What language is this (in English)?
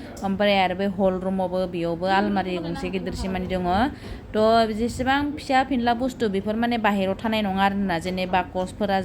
Bodo